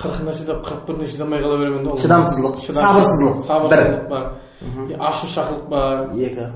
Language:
Kara-Kalpak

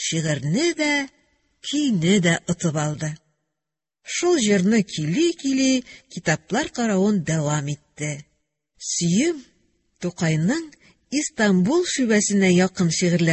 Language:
Tatar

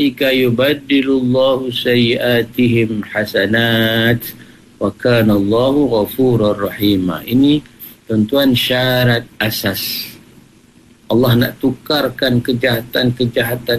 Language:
Malay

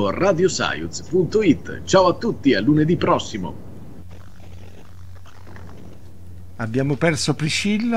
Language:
Italian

